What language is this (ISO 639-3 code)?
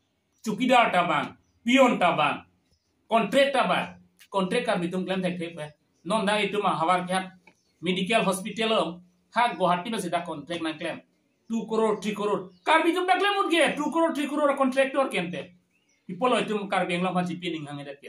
mjw